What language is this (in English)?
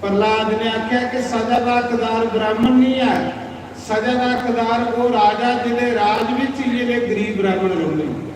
Dogri